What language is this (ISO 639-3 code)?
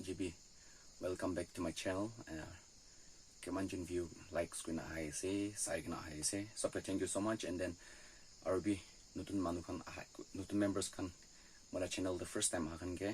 nag